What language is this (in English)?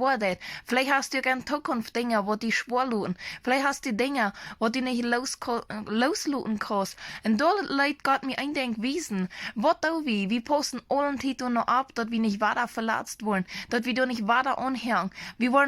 Plautdietsch